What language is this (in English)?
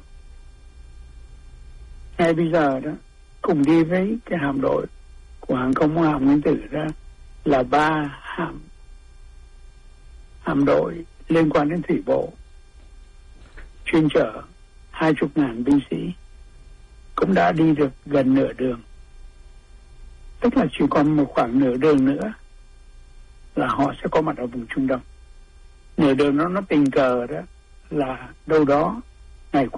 Vietnamese